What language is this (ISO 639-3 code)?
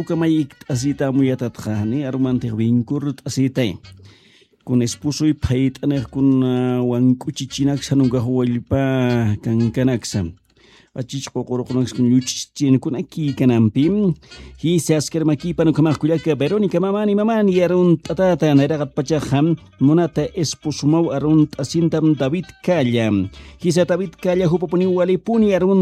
aym